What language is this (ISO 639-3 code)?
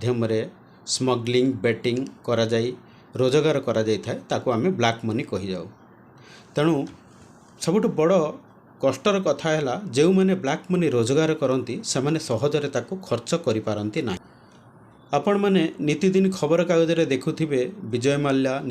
ori